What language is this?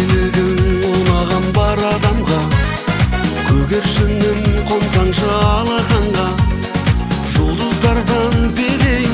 Kazakh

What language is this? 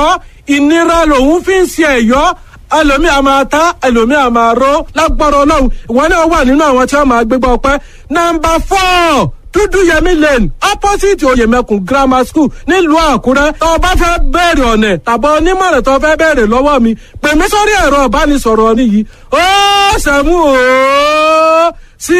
Yoruba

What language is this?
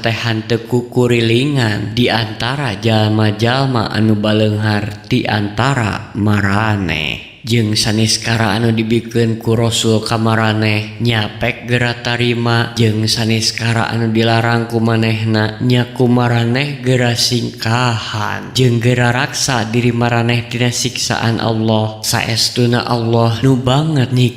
Sundanese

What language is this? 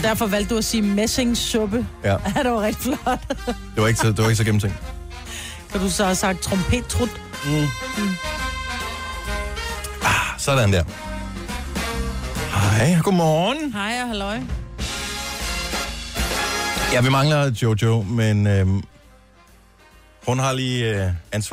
Danish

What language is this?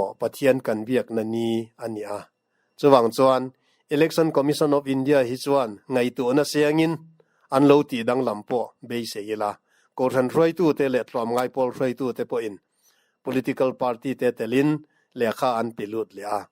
Mizo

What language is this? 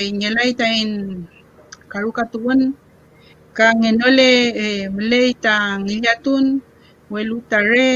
Mapuche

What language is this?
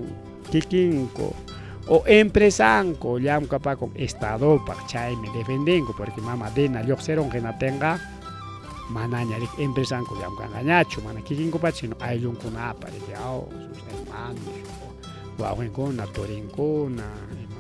Ayacucho Quechua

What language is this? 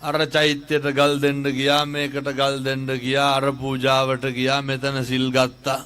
Sinhala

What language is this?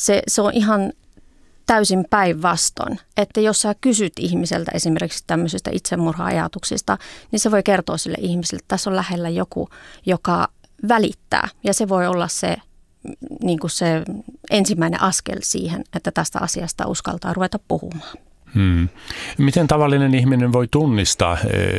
Finnish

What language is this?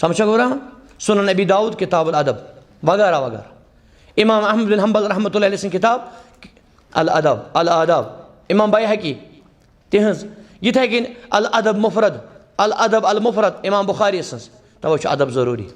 Kashmiri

